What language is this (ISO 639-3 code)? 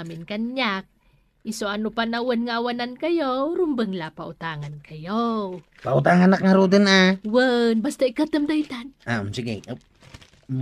ilo